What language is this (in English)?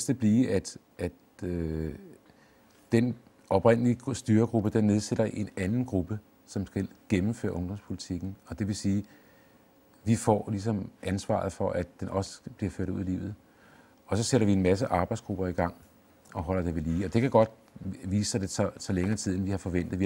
Danish